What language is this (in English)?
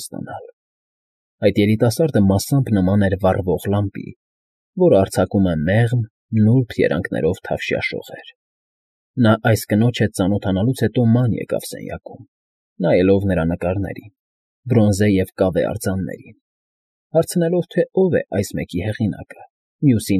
Armenian